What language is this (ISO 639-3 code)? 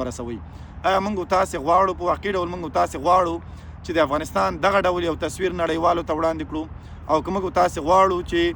pus